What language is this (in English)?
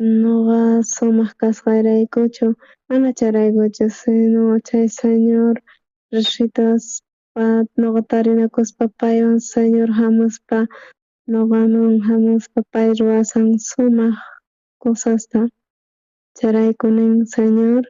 South Bolivian Quechua